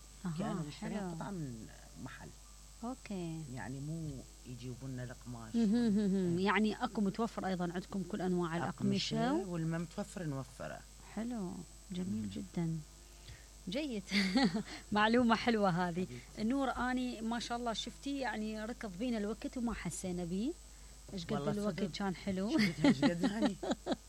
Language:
Mesopotamian Arabic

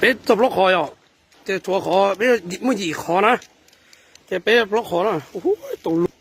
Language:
Hmong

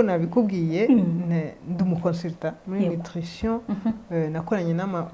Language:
Kinyarwanda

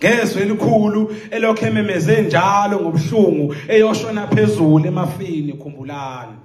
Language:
Zulu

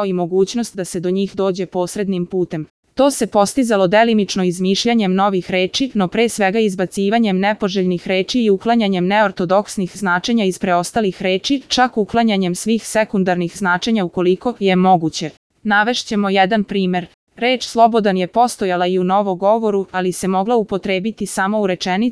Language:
Serbian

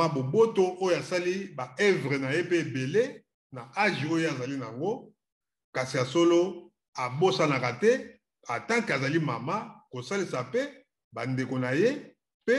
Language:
Lingala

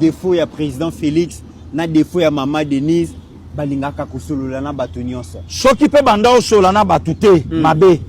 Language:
Lingala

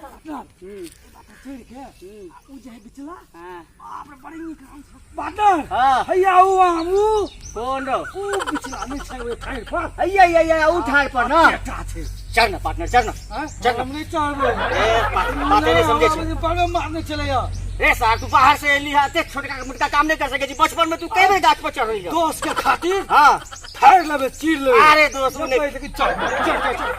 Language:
Maithili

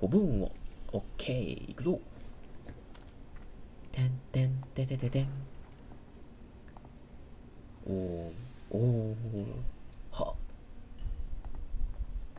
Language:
Japanese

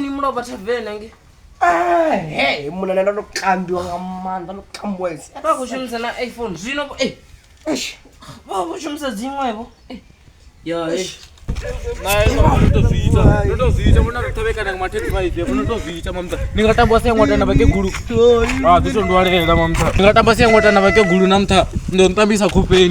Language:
Venda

